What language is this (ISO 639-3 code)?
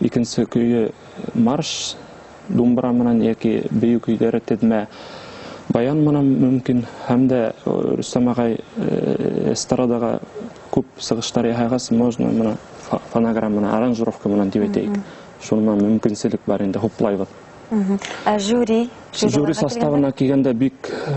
bak